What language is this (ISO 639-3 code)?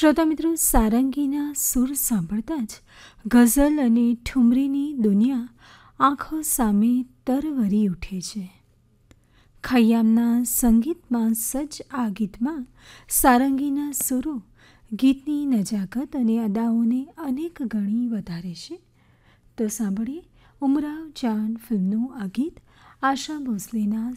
guj